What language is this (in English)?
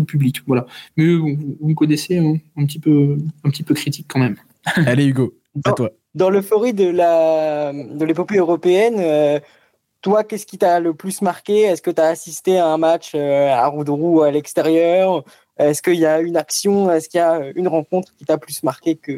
French